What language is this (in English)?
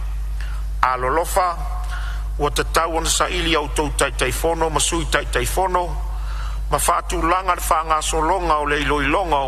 Samoan